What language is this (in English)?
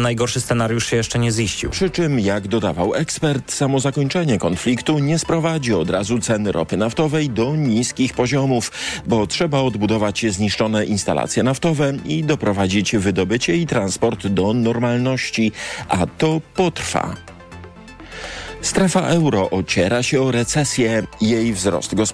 Polish